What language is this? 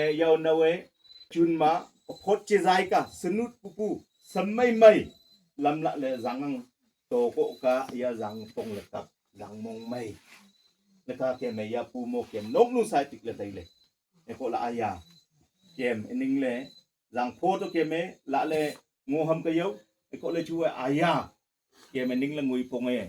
Wancho Naga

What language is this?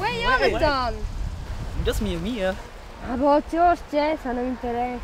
Romansh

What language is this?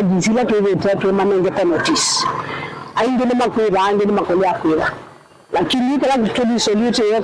Kamba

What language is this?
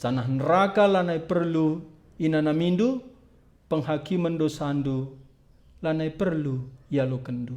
Batak Karo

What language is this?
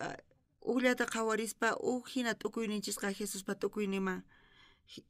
South Bolivian Quechua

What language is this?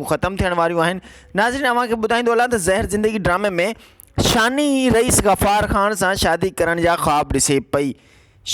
Sindhi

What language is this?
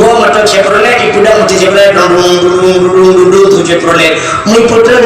Achinese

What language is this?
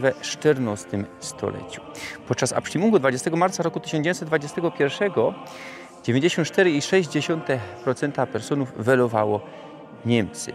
Silesian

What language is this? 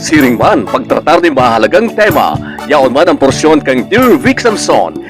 Bikol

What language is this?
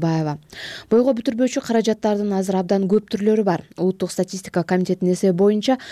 Kyrgyz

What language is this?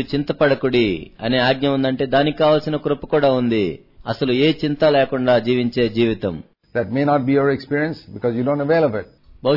Telugu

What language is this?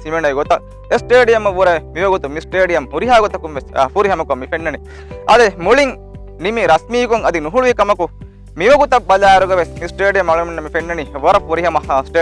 Divehi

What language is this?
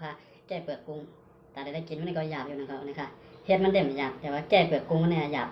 Shan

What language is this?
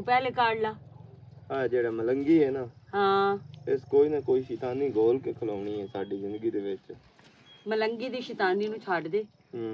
Western Panjabi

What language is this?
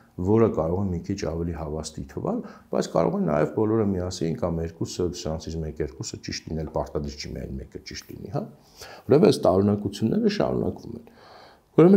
Armenian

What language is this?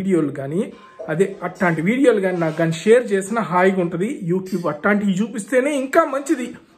Telugu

